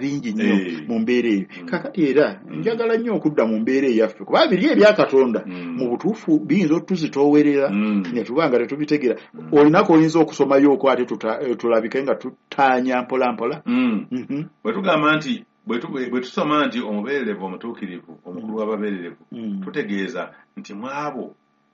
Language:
Ganda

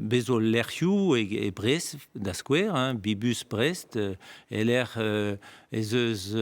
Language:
Breton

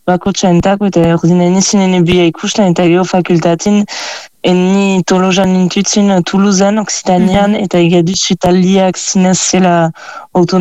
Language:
Basque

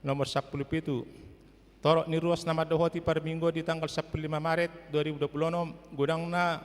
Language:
Batak Toba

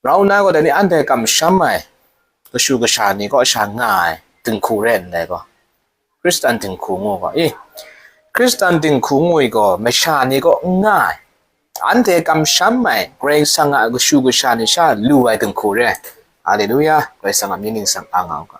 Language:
Kachin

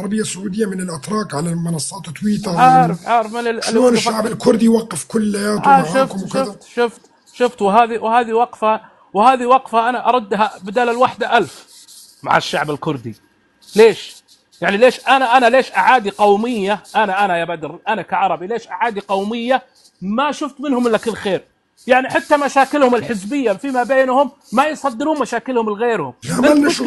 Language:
North Levantine Arabic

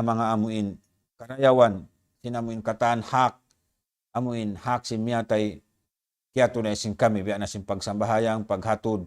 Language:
Tausug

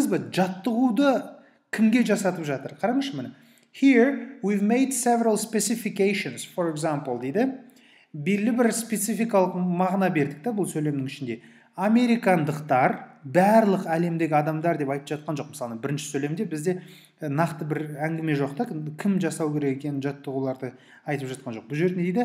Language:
Kazakh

